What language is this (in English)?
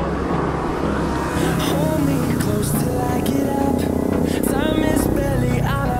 Filipino